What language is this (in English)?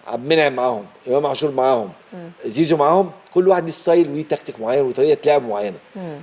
Egyptian Arabic